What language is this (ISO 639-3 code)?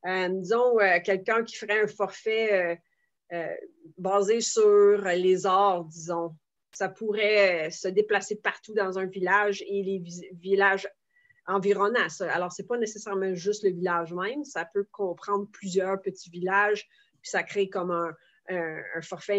fra